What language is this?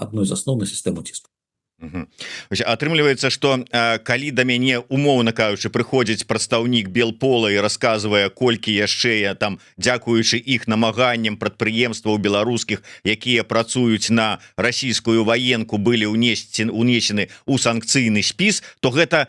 Belarusian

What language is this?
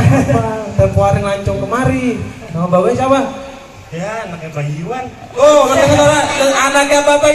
Betawi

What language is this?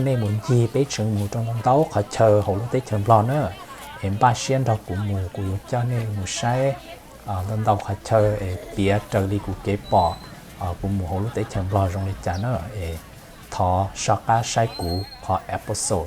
Hmong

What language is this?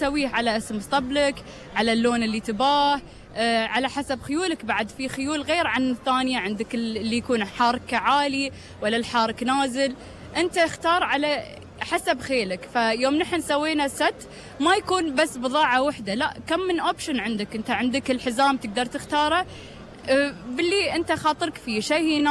Gulf Arabic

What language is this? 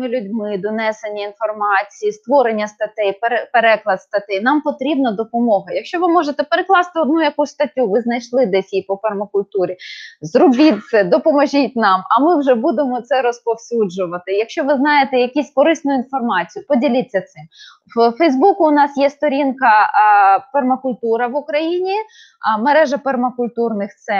Ukrainian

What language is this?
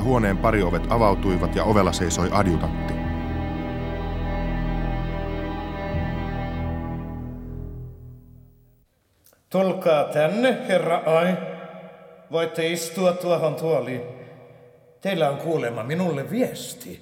Finnish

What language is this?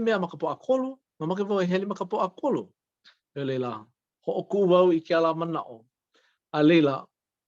Hawaiian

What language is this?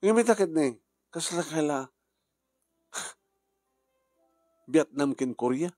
Iloko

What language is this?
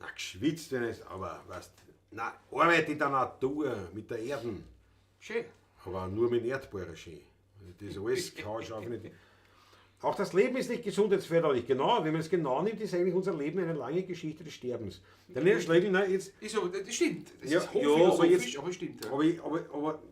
Bavarian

